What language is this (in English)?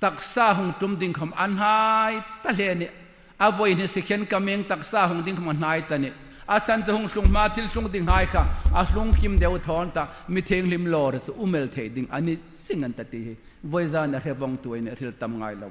Hmar